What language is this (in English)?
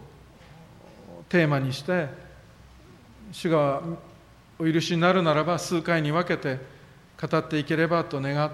Japanese